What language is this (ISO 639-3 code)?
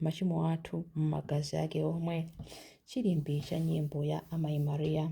nya